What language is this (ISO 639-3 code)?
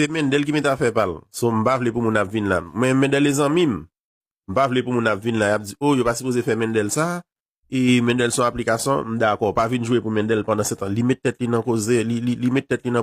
hat